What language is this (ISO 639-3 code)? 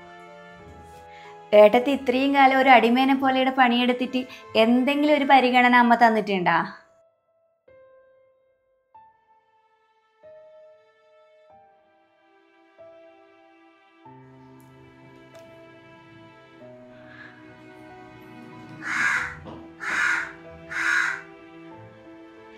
mal